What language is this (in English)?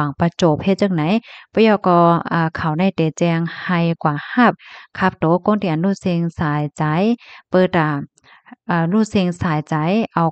Shan